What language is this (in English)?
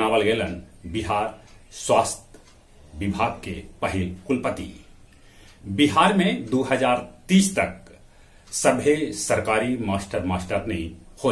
Magahi